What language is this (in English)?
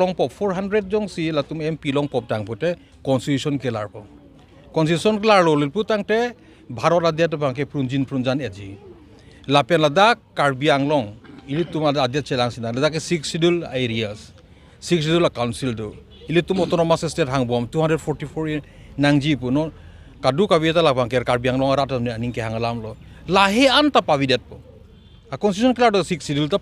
Karbi